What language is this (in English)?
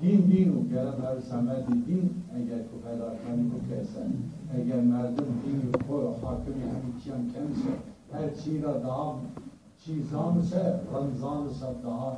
Zaza